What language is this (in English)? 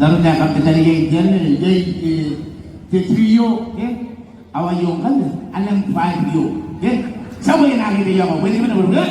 Gilbertese